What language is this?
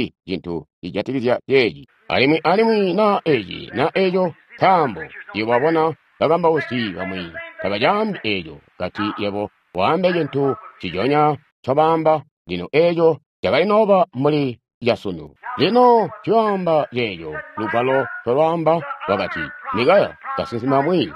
Tonga (Zambia)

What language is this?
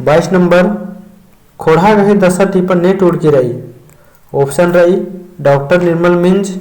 Kurukh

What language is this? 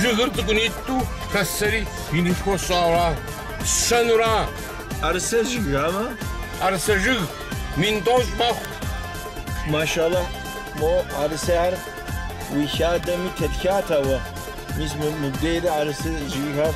Kabardian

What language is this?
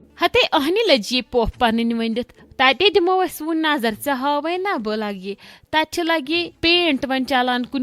Kashmiri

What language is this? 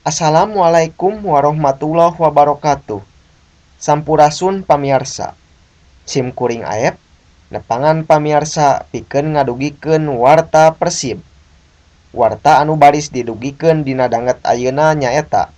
Sundanese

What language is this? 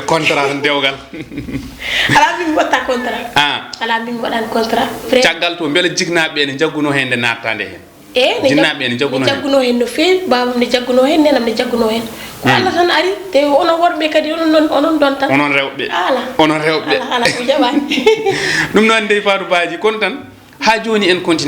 Fula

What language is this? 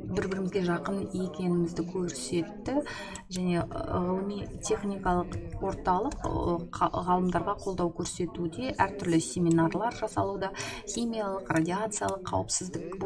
Kazakh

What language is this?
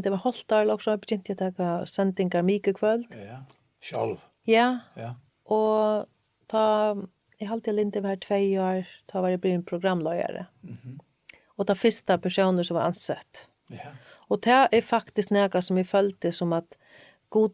Faroese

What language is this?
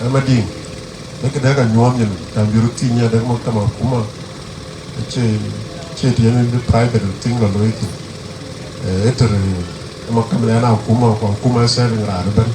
Dinka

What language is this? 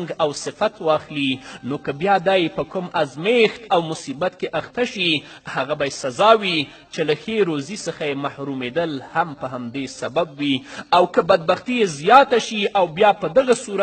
Pashto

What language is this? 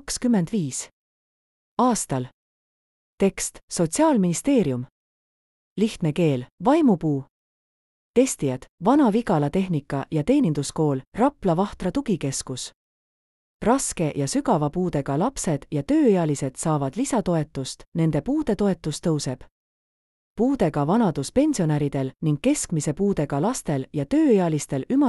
Estonian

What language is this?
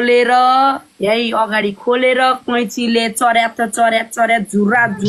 Nepali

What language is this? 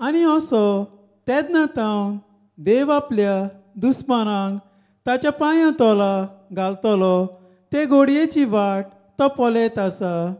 Konkani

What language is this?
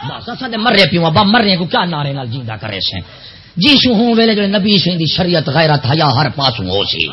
Saraiki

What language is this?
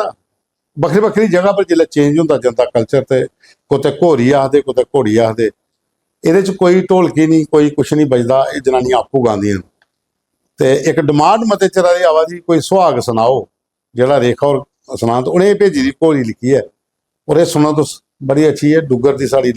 Dogri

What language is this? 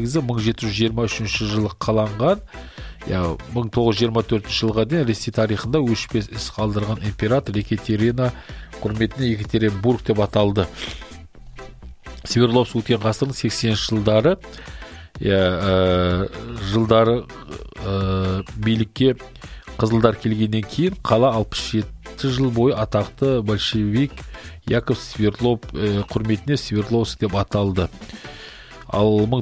Kazakh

